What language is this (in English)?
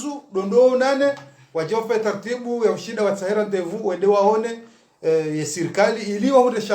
Ngazidja Comorian